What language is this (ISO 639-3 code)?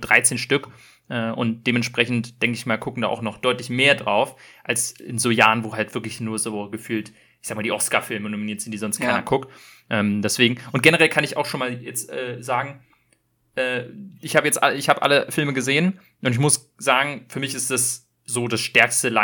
deu